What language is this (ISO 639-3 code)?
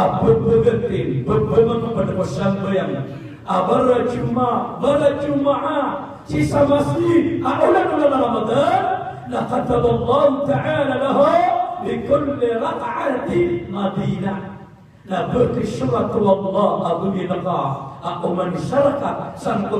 mrw